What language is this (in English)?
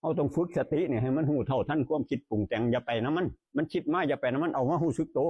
Northeastern Thai